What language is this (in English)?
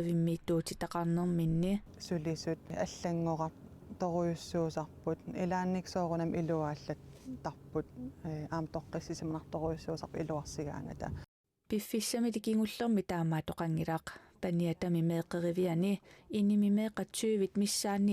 Kalaallisut